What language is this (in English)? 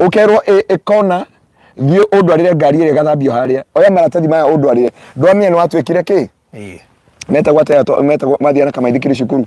Kikuyu